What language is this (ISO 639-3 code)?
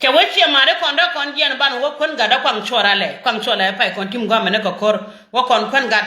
nus